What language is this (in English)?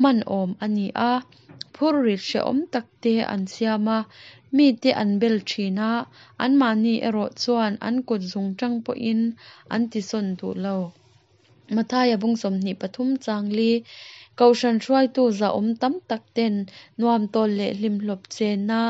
Mizo